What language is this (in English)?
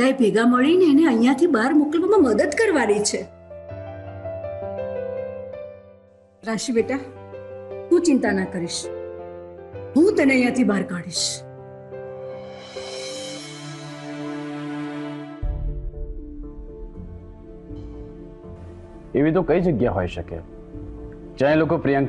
Gujarati